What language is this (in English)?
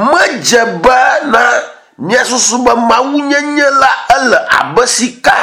Ewe